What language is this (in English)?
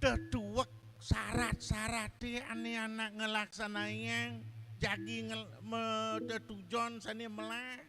Balinese